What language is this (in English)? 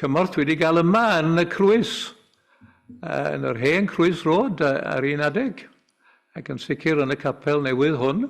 Welsh